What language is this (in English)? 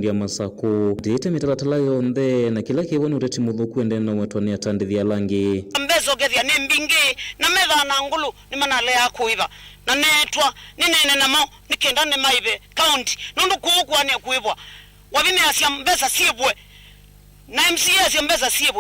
Kamba